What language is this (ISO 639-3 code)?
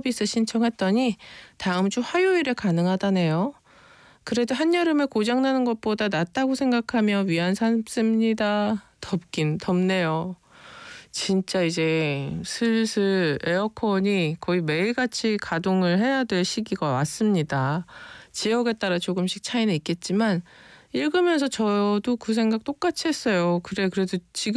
kor